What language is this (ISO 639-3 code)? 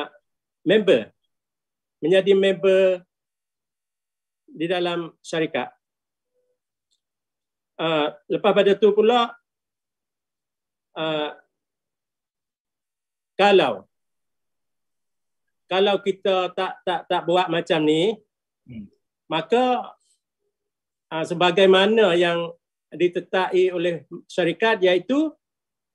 msa